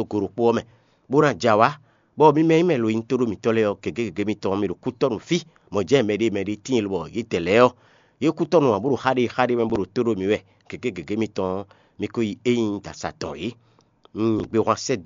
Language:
Fon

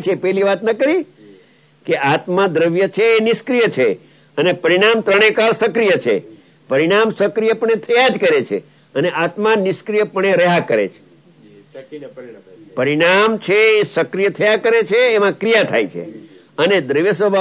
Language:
Gujarati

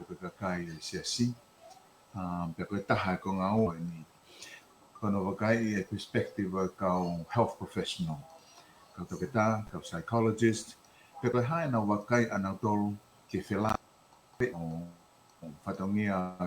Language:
Tongan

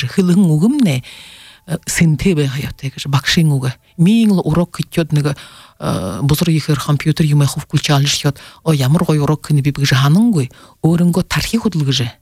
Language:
Buriat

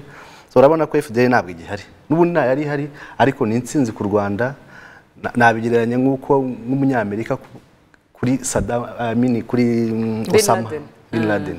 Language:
Kinyarwanda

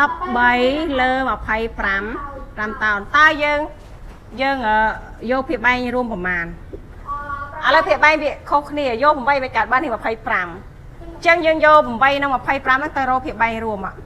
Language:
Khmer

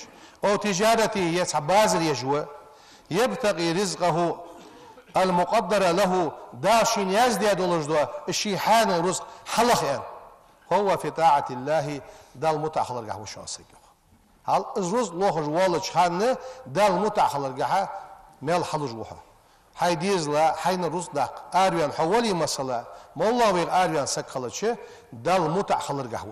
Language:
Ingush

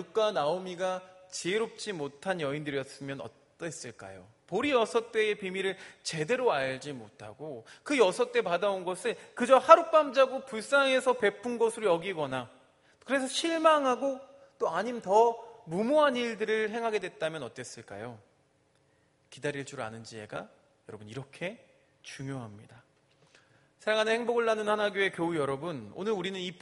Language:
Korean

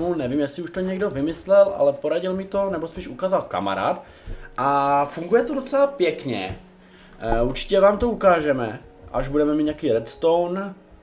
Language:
Czech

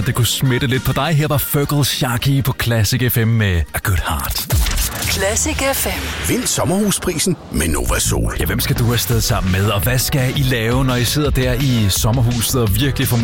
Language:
Danish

